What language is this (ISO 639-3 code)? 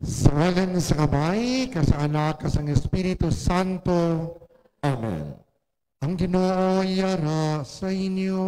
hil